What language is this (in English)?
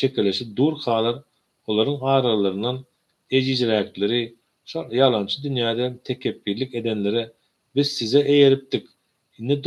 Turkmen